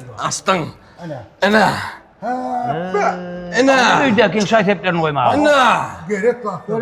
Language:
Turkmen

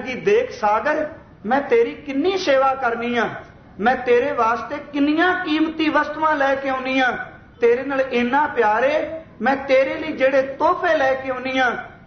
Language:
Punjabi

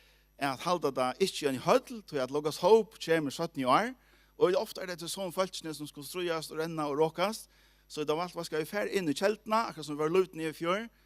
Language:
Faroese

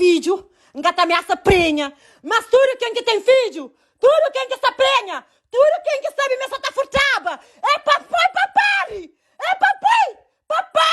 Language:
Kabuverdianu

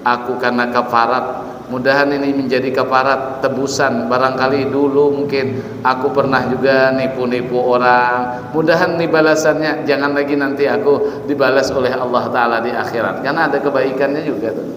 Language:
Banjar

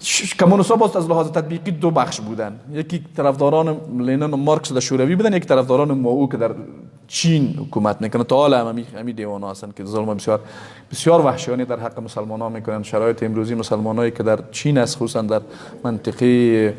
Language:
Persian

